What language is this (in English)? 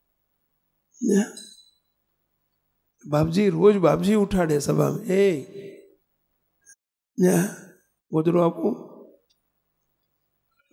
Gujarati